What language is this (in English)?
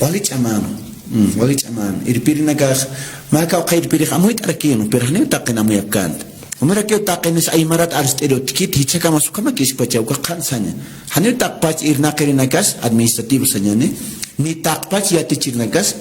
Aymara